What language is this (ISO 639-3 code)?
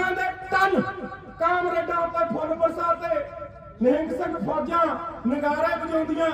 pan